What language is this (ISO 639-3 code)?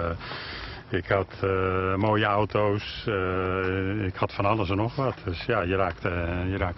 nld